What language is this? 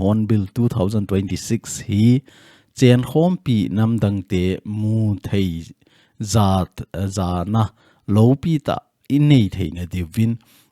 Thado Chin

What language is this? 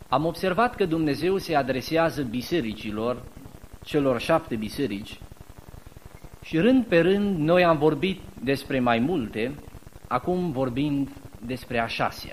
Romanian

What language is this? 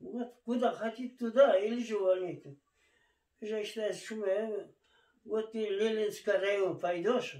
Kurdish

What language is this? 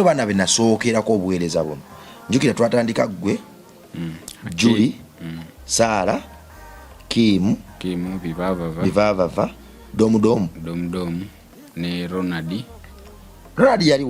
Ganda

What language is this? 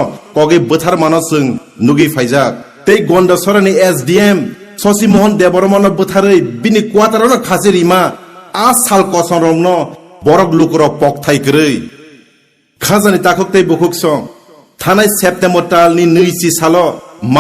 Kok Borok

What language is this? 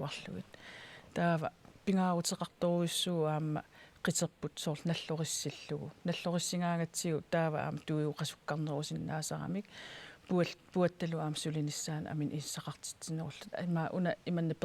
Kalaallisut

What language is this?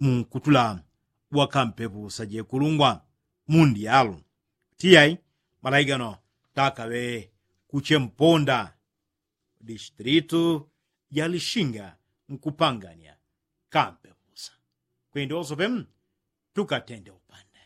Yao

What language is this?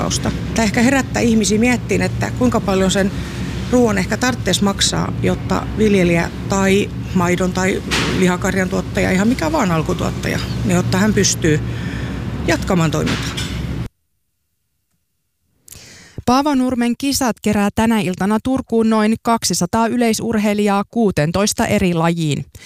Finnish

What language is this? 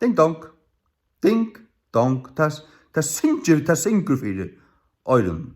Faroese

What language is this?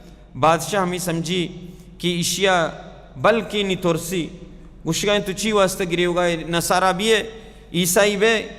Baluchi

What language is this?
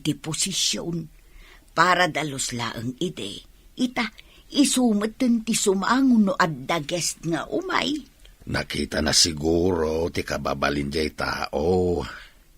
Iloko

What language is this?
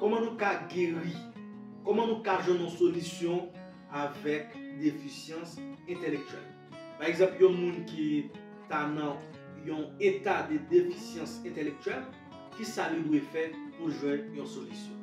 Haitian Creole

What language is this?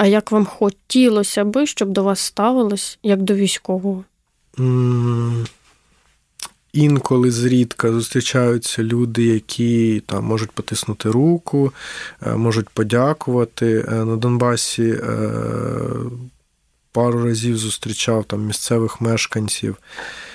Ukrainian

